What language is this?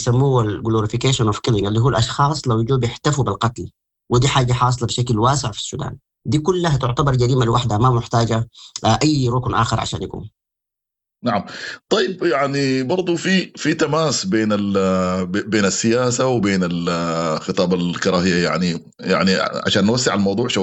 Sudanese Arabic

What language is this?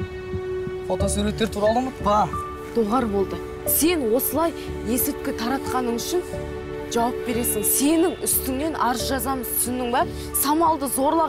Kazakh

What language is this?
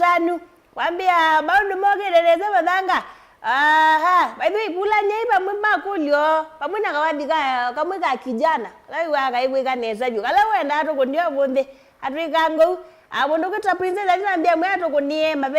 Kamba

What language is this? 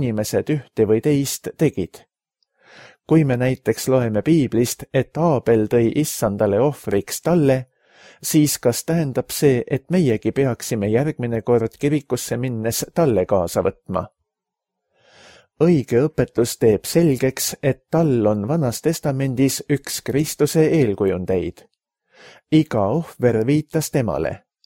Estonian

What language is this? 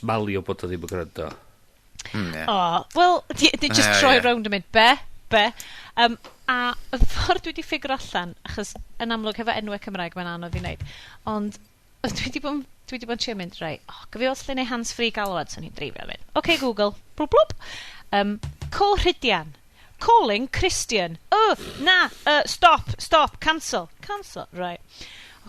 Welsh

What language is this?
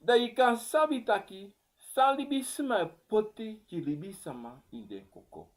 Sranan Tongo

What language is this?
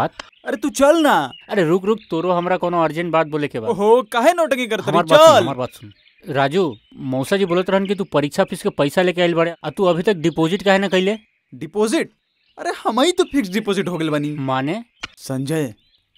Bhojpuri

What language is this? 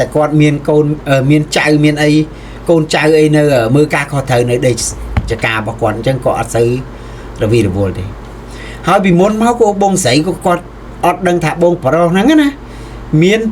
Khmer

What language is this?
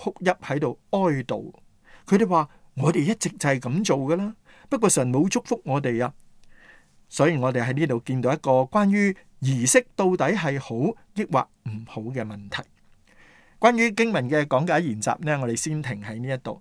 Cantonese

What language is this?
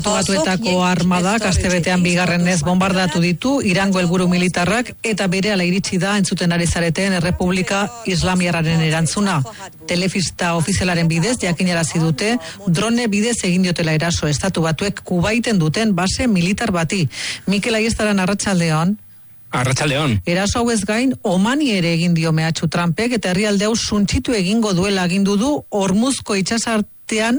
Basque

